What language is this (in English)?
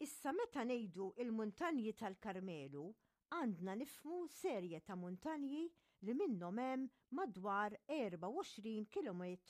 Maltese